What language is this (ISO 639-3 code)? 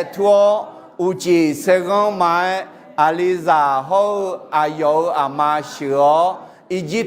ahk